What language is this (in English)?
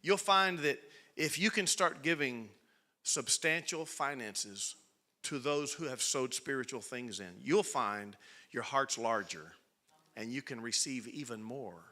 English